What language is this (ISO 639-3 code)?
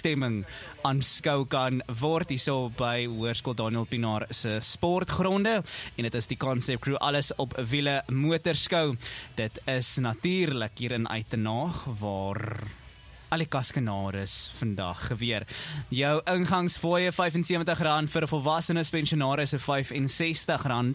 afr